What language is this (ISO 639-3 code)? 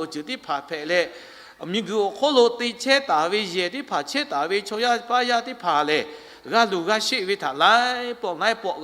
lhu